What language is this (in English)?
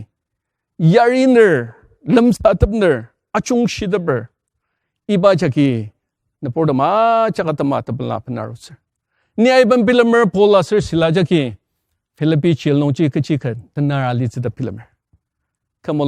Ao Naga